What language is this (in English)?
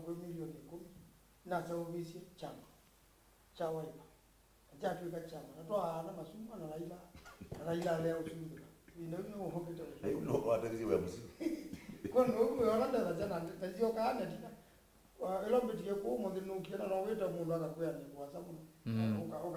Kamba